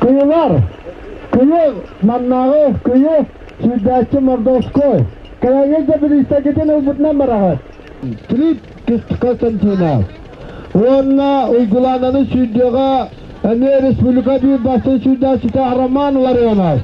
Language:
Yakut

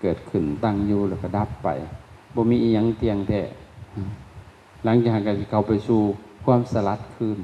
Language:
Lao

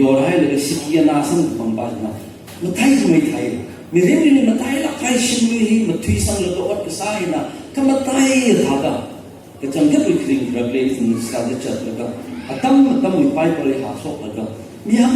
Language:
Tangkhul Naga (India)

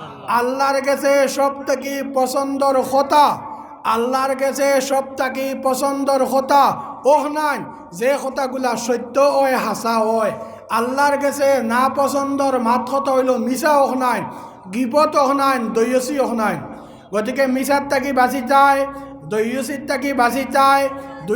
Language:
Sylheti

